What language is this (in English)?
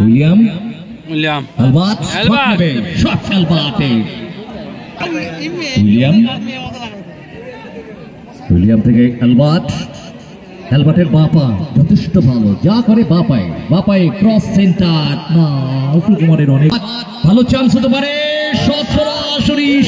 Bangla